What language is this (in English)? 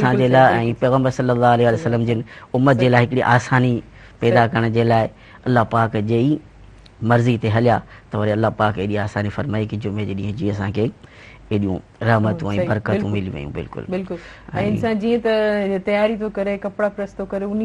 Sindhi